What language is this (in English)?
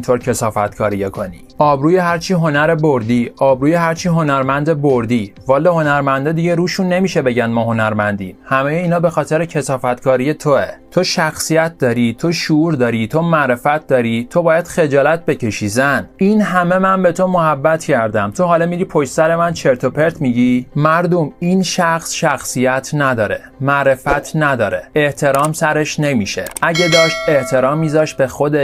Persian